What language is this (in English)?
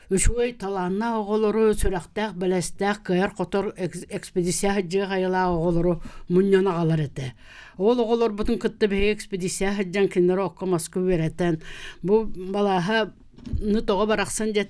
Yakut